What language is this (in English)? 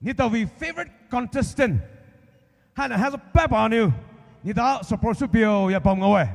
Poumei Naga